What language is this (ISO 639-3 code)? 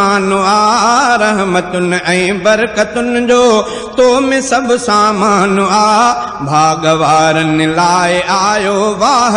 snd